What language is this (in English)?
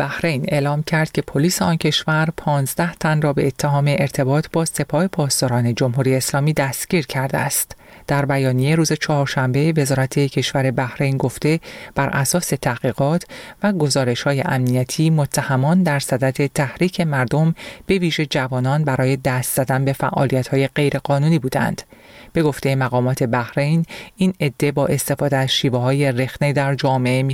Persian